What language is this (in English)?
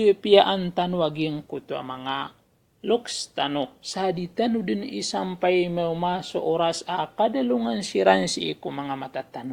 Maranao